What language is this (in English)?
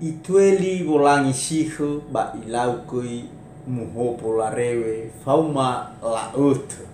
Nias